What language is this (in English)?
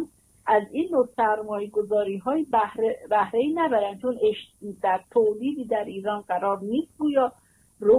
Persian